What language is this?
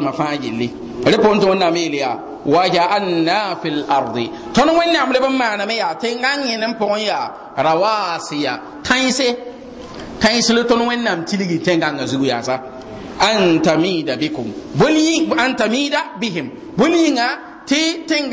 Mossi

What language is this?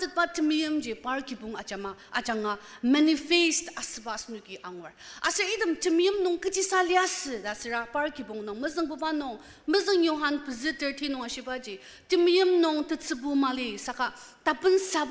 Ao Naga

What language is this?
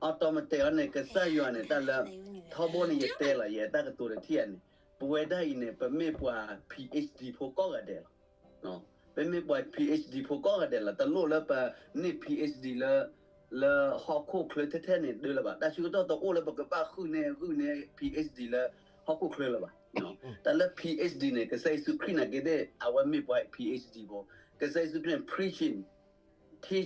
S'gaw Karen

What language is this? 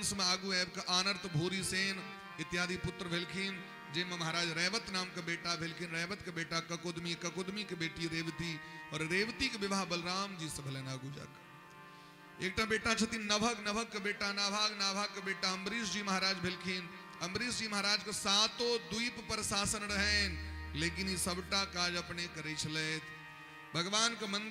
Maithili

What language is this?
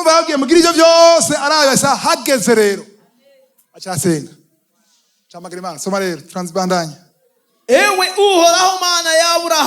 Rundi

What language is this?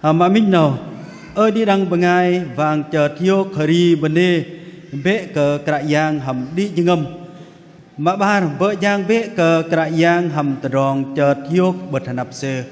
Bahnar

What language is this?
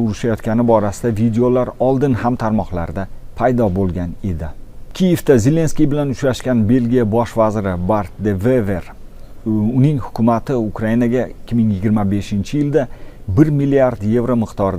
Uzbek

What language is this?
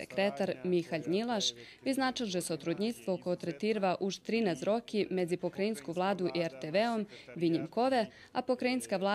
Rusyn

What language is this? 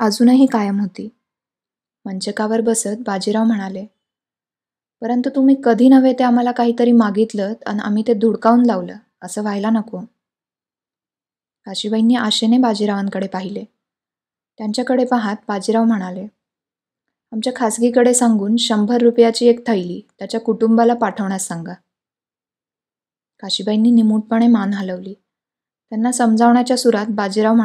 Marathi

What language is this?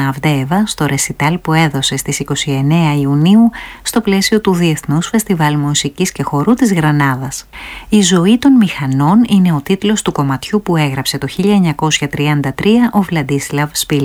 Greek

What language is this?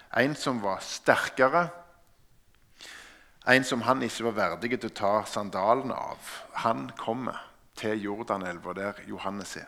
Norwegian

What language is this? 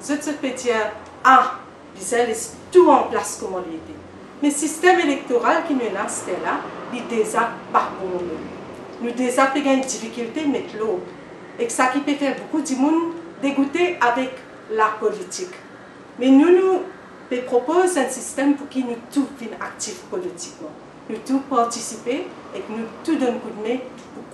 Morisyen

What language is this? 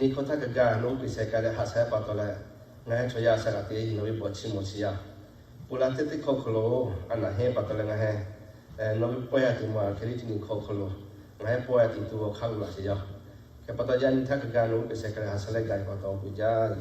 Lahu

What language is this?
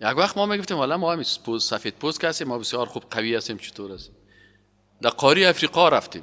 Persian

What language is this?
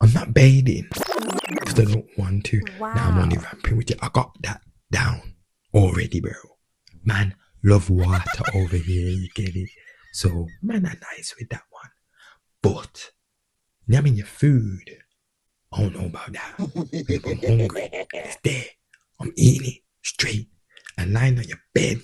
Jamaican Creole English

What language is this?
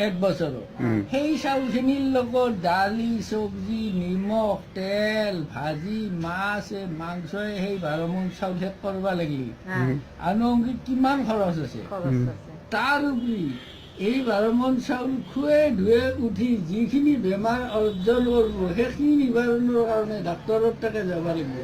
Assamese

